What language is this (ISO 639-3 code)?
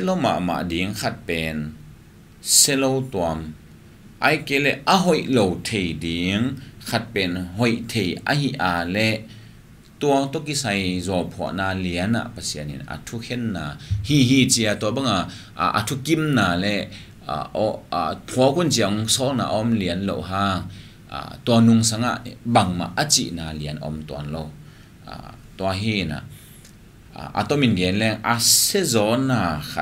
ctd